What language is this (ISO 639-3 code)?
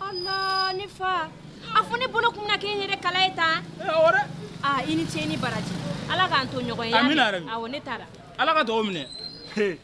bam